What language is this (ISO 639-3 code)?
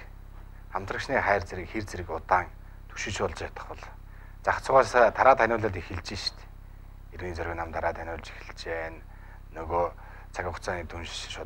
mon